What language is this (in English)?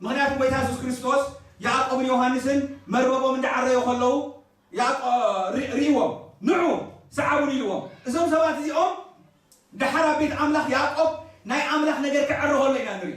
Tigrinya